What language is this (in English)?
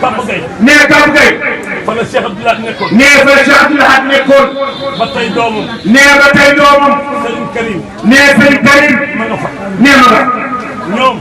Wolof